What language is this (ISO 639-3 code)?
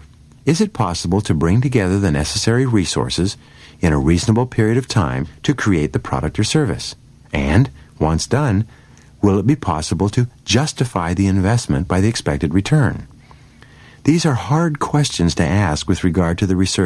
eng